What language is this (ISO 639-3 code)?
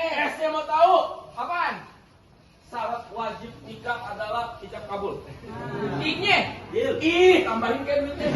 bew